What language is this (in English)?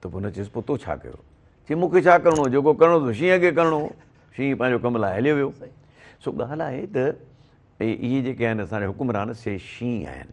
Sindhi